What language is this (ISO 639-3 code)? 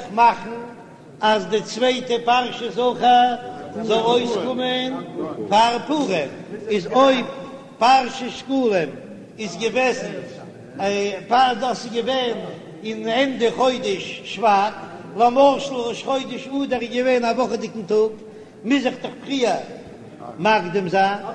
yid